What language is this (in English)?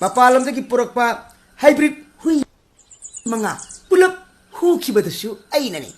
Manipuri